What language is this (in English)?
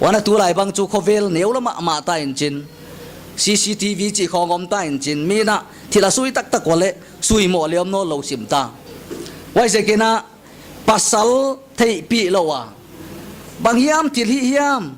Paite Chin